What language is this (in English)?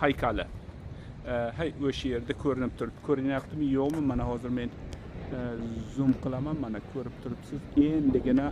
Uzbek